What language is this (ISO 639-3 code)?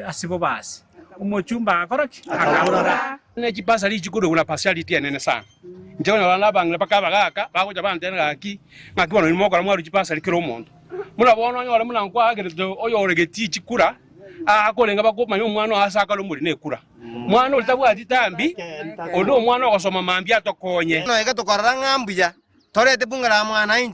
guz